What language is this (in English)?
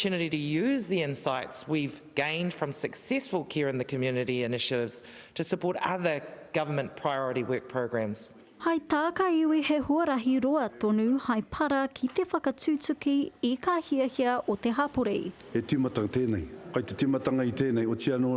Māori